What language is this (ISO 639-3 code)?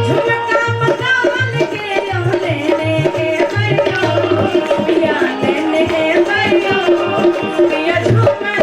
mai